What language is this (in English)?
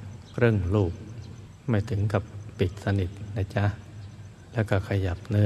Thai